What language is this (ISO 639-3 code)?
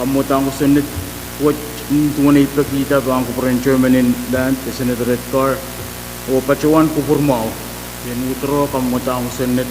pon